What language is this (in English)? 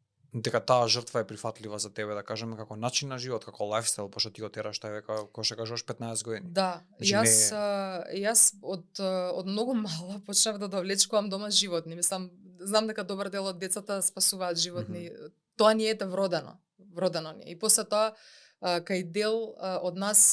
Macedonian